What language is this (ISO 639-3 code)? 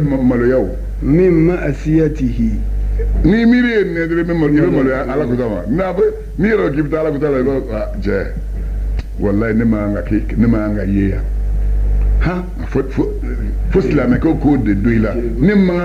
bam